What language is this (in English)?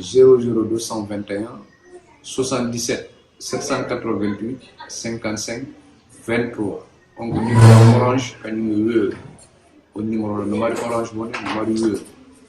Fula